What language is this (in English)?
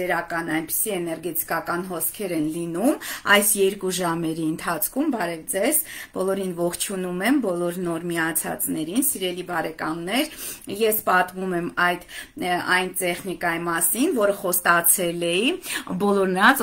Armenian